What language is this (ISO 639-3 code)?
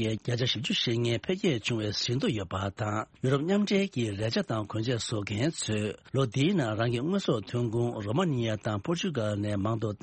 bod